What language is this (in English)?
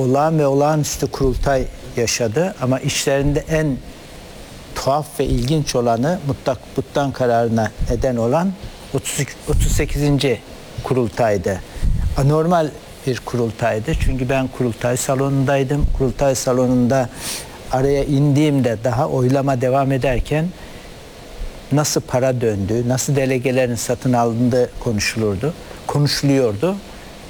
Turkish